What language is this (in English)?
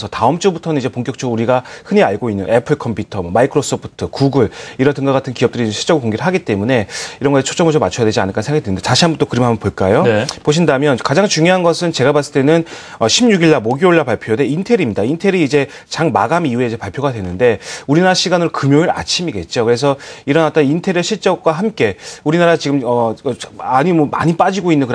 Korean